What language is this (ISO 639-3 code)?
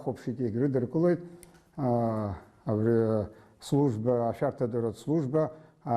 abk